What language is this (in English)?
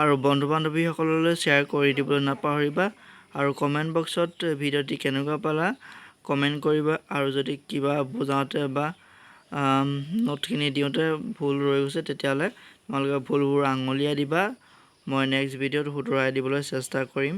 Assamese